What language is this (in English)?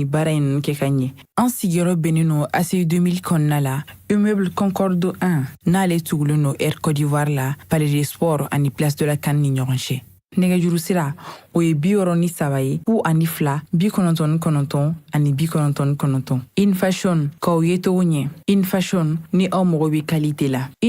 Bambara